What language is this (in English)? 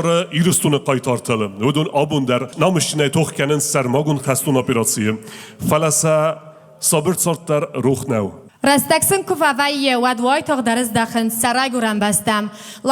Ossetic